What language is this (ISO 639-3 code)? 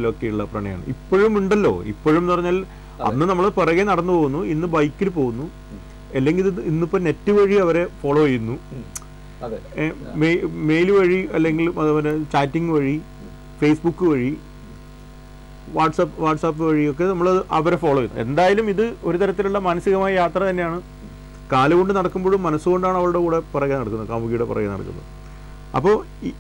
mal